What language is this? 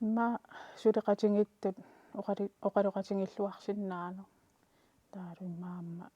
Kalaallisut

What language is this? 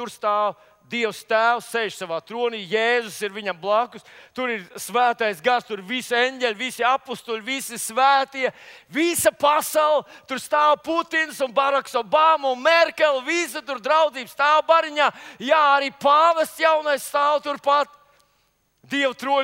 Latvian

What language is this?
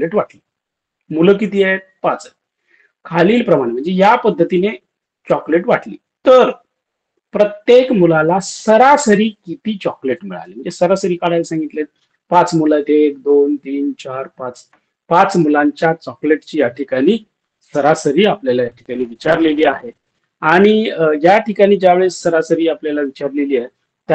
Marathi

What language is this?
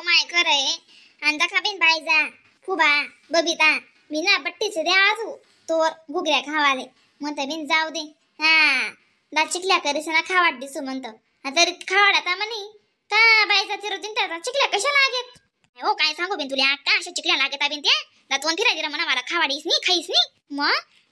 Khandesi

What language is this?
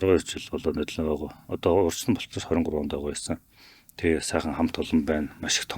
Mongolian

